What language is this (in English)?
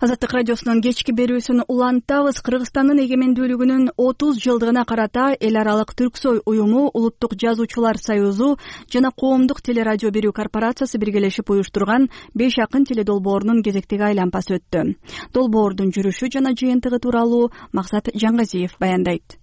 Kyrgyz